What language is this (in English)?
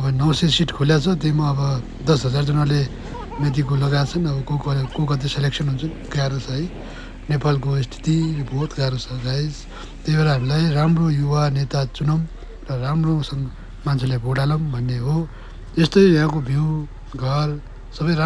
Nepali